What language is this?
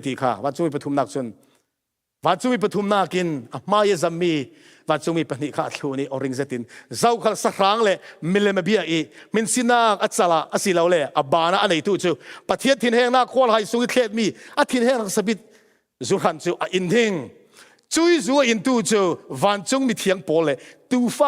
Falam Chin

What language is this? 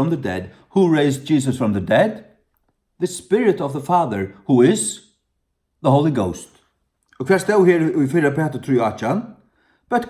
Faroese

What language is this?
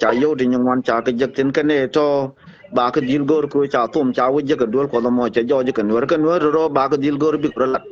Nuer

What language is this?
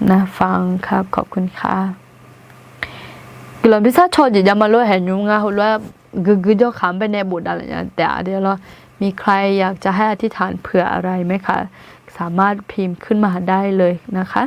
Akha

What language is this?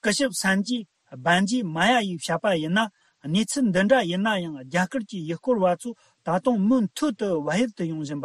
Tibetan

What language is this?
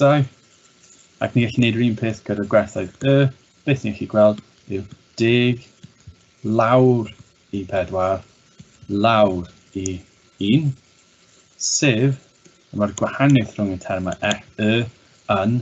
Welsh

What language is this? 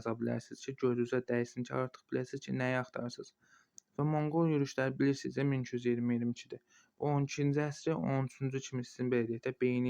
Azerbaijani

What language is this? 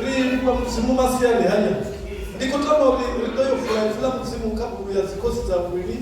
Venda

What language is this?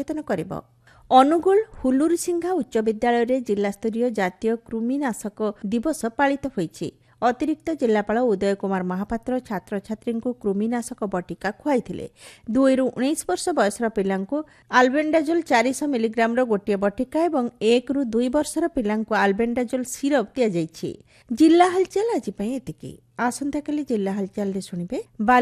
Odia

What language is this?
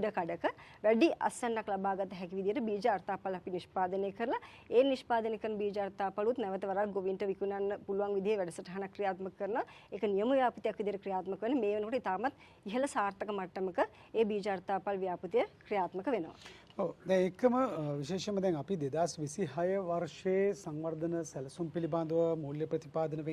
Sinhala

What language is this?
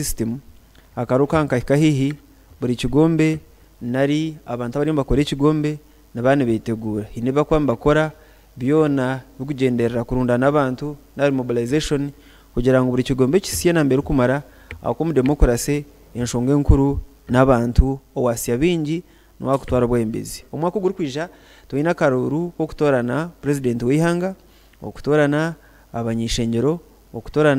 Nyankole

